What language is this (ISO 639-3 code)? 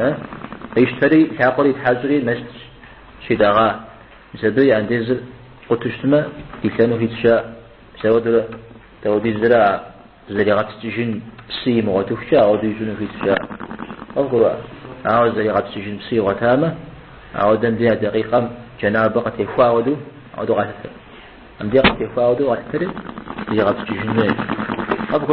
kbd